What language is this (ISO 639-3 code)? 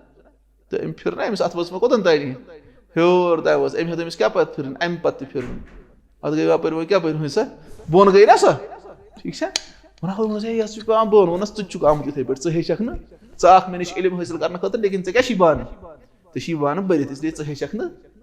kas